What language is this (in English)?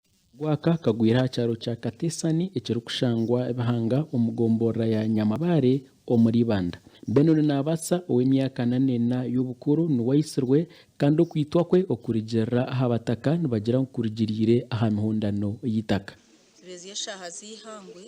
Nyankole